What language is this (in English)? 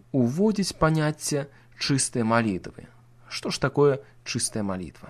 Belarusian